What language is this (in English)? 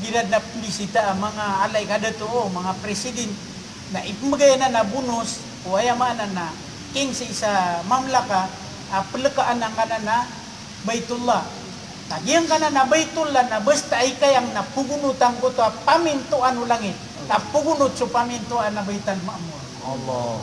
Maranao